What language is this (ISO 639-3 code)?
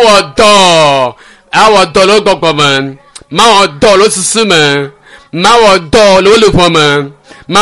ewe